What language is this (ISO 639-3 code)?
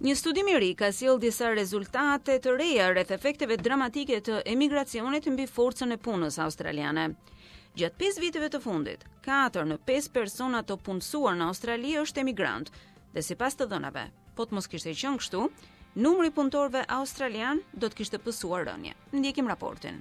sqi